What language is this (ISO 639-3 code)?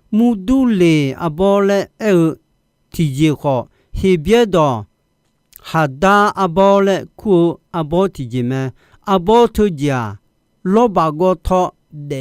ahk